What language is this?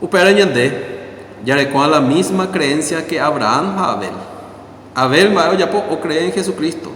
Guarani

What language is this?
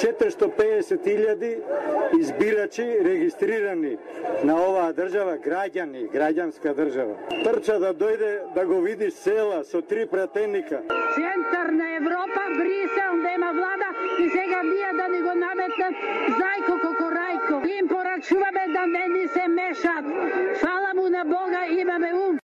Macedonian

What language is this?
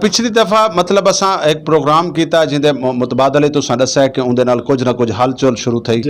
Saraiki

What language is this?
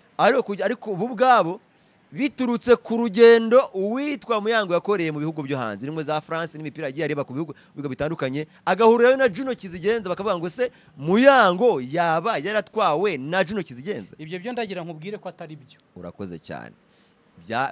Kinyarwanda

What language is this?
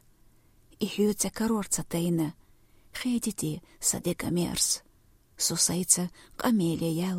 Chechen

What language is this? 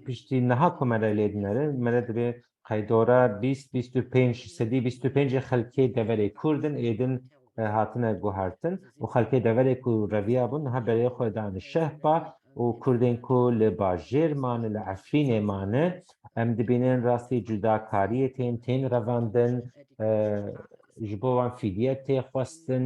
Kurdish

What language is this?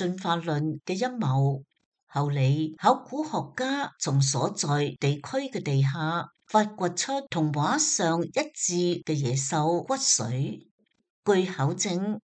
Cantonese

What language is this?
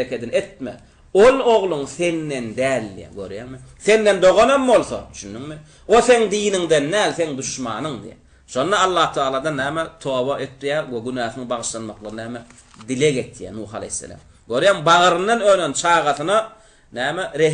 Turkmen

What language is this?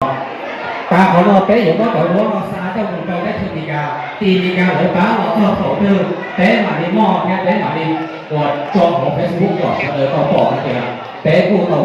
Hmong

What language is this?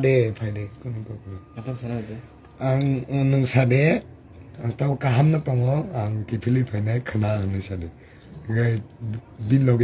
Kok Borok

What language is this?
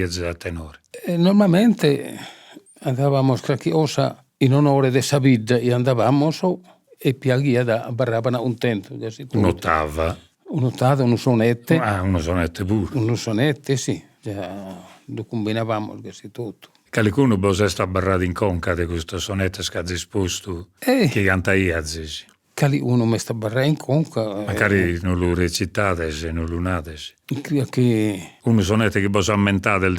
Sardinian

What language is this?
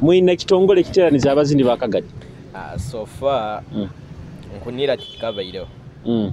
Nyoro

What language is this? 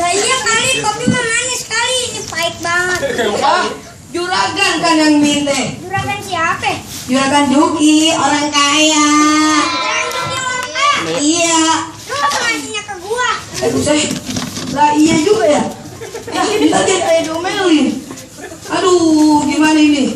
Betawi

